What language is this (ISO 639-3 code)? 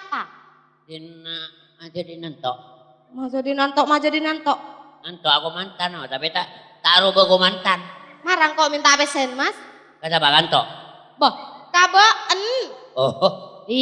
mad